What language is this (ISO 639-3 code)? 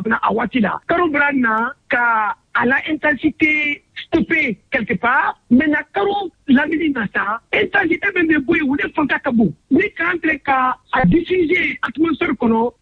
bam